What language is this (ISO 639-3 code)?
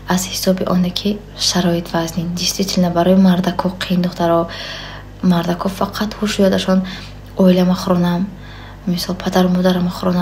tgk